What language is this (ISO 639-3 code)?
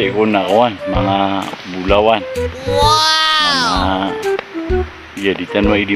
mrw